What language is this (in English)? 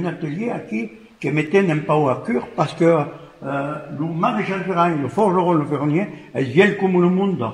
Occitan